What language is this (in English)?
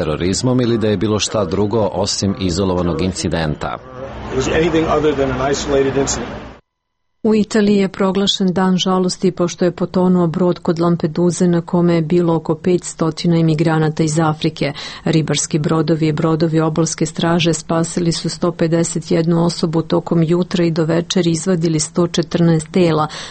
Serbian